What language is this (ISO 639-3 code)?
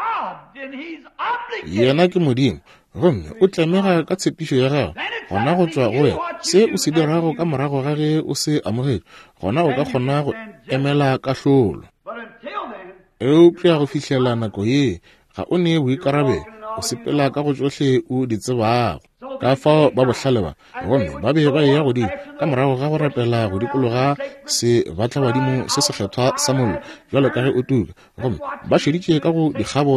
nso